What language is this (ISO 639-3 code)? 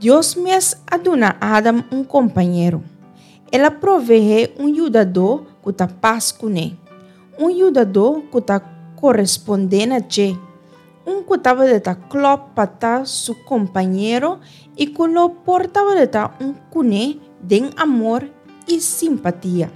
pap